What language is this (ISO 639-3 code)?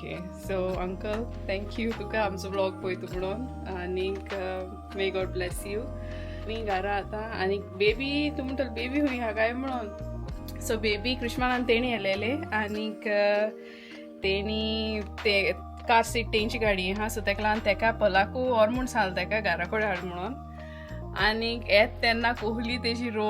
kok